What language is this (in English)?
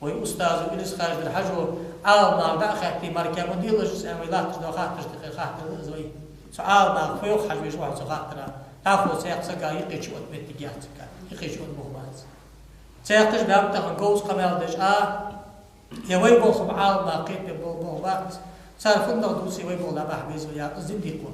Ingush